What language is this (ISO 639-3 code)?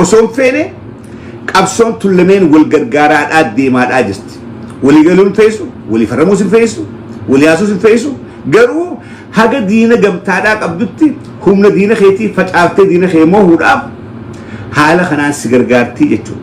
orm